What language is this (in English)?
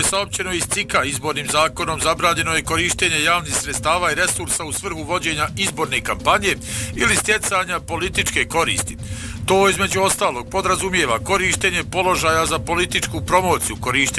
Bosnian